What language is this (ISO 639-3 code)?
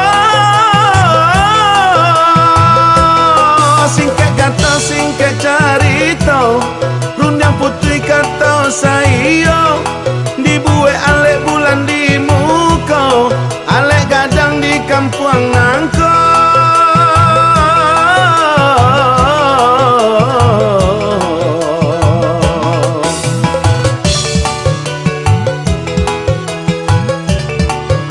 min